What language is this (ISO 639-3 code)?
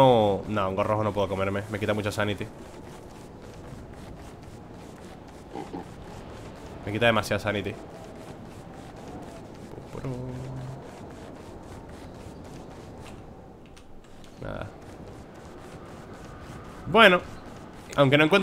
spa